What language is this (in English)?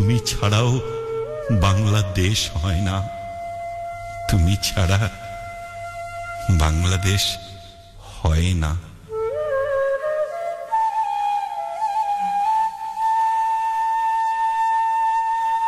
Bangla